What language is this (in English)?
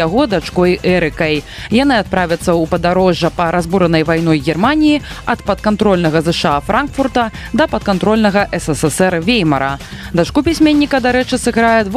Belarusian